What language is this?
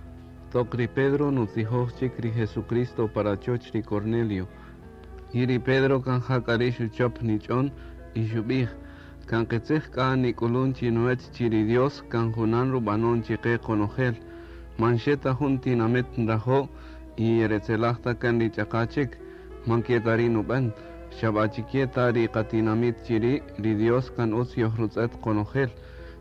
Kaqchikel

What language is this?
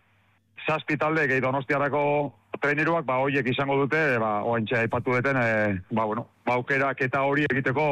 Basque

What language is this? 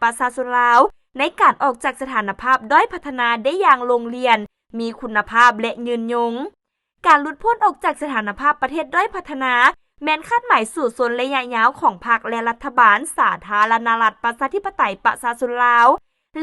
Lao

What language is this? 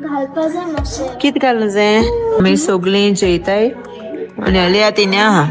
Konkani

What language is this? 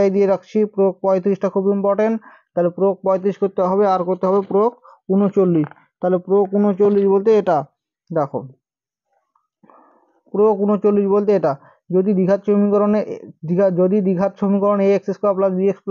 Bangla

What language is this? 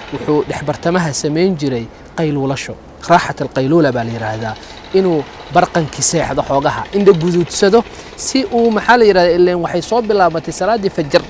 Somali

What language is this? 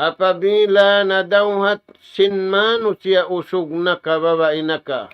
Tausug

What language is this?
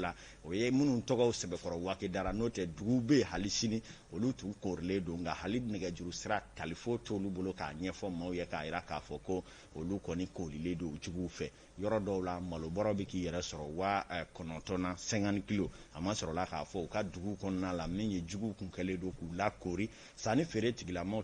Bambara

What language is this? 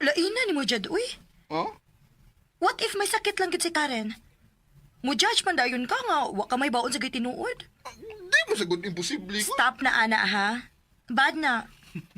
Cebuano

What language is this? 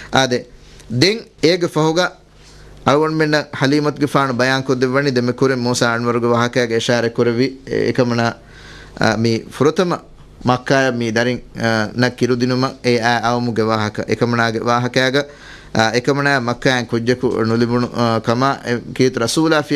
Divehi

